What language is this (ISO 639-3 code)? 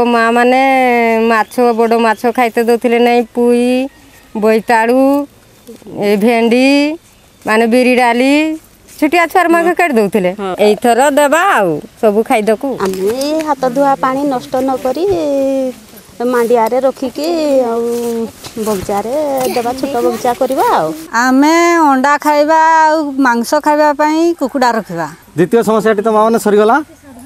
ori